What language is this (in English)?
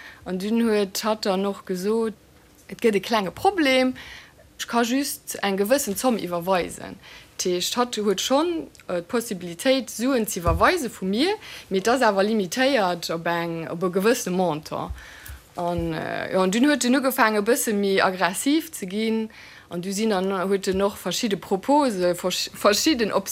Luxembourgish